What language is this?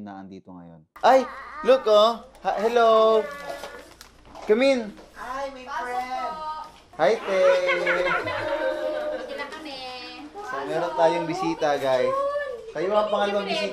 Filipino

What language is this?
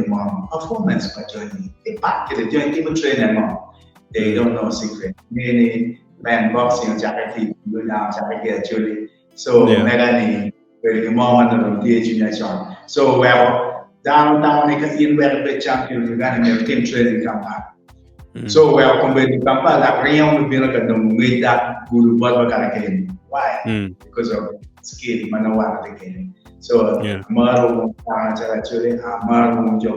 Acoli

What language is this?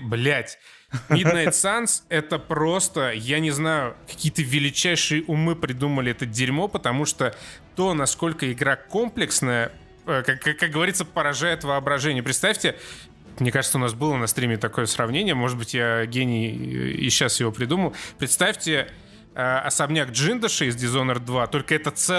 Russian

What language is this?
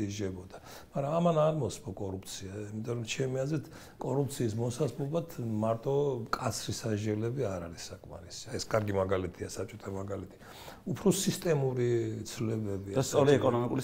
Georgian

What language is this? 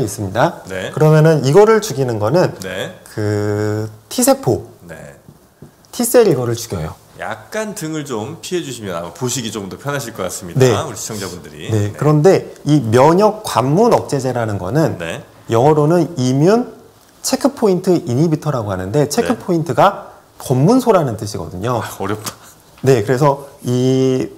Korean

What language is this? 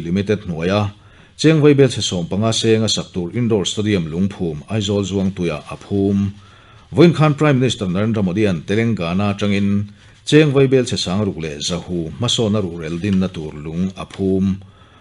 Mizo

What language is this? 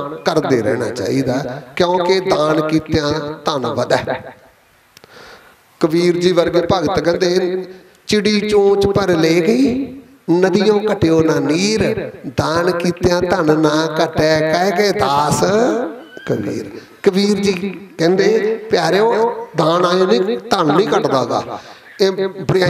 Punjabi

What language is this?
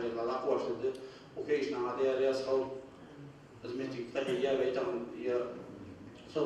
Ingush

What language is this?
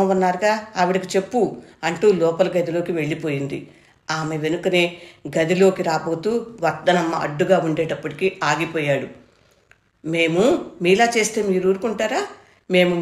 Telugu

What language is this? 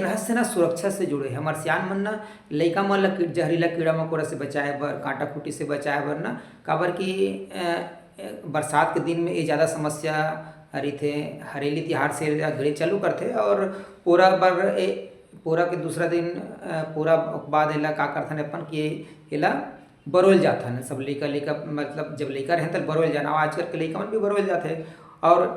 Chhattisgarhi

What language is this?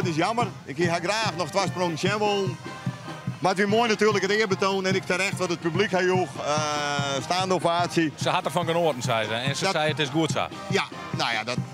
Western Frisian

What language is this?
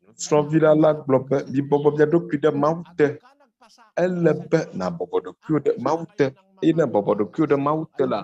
Ewe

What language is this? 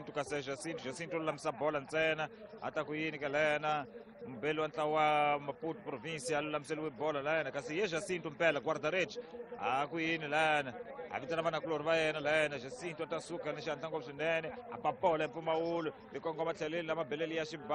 Tsonga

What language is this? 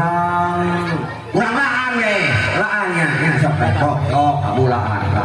Sundanese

